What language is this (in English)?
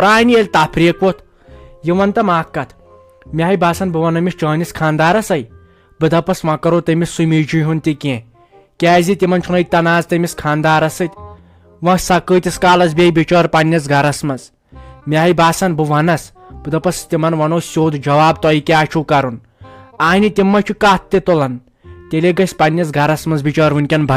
Kashmiri